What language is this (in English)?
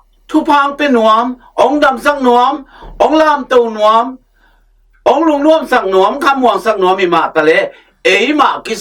Tedim Chin